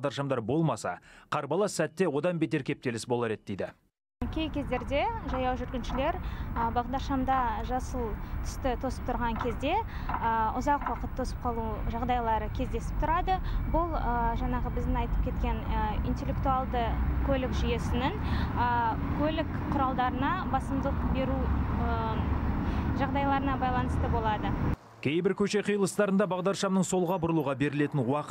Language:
Kazakh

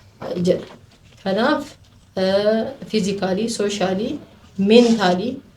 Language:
Oromo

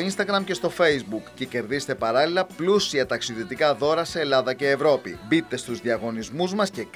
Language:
Greek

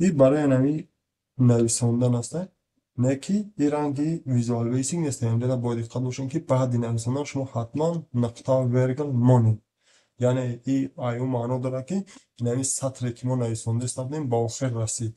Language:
Tajik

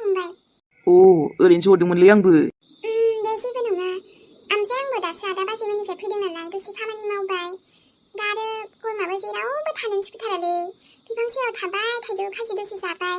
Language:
Bodo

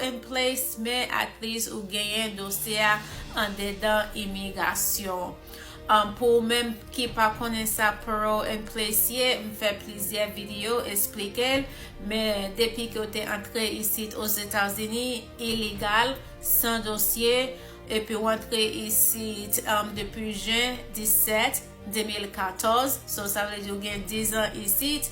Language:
Haitian Creole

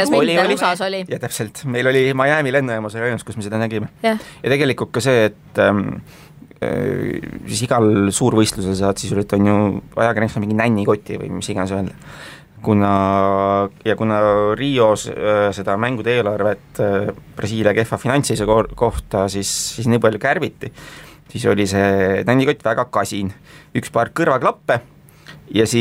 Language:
Estonian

